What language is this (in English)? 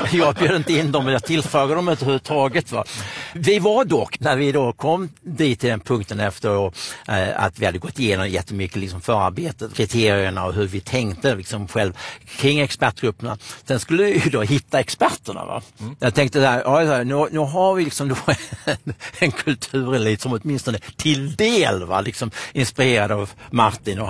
Swedish